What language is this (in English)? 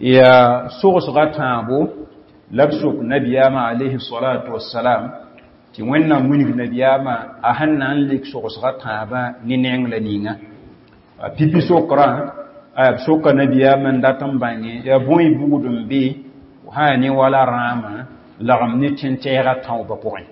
Mossi